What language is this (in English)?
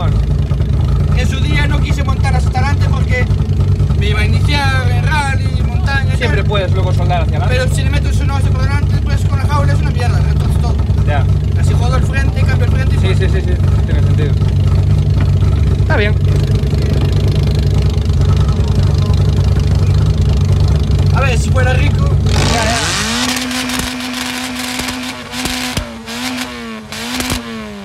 Spanish